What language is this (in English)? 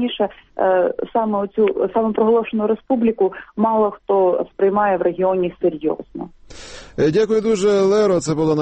Ukrainian